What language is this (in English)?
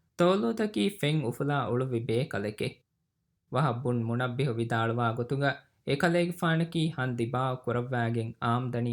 Divehi